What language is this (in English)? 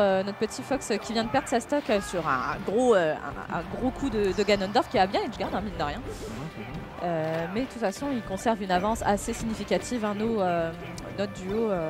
French